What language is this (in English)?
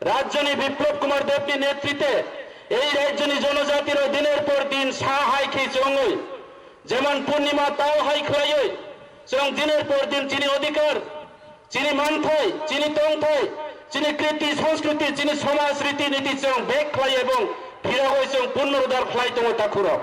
Kok Borok